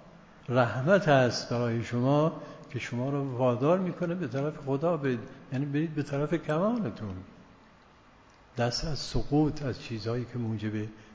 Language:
Persian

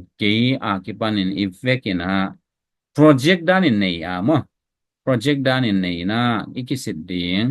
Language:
Tedim Chin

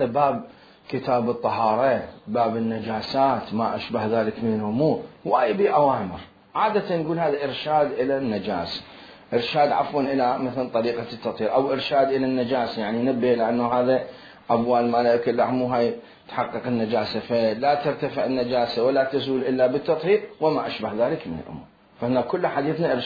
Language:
Mesopotamian Arabic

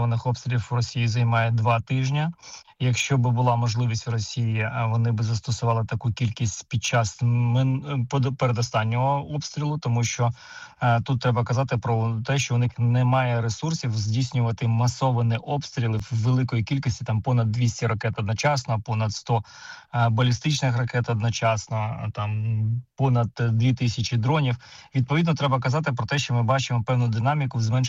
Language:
Ukrainian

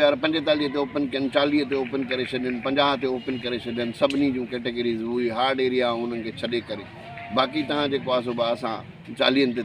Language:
Sindhi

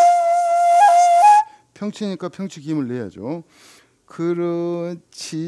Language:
Korean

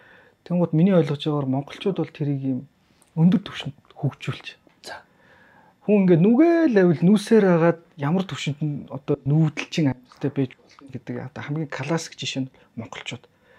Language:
Mongolian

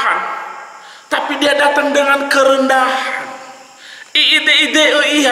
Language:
Nias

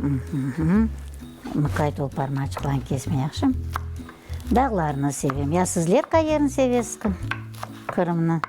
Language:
Crimean Tatar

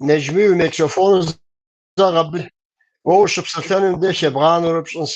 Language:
Kabardian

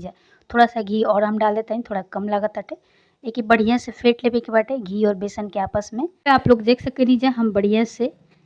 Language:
Bhojpuri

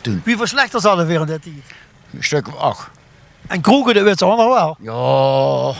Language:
Limburgish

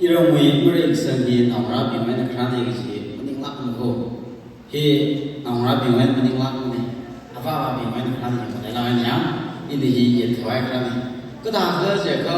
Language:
Tangkhul Naga (India)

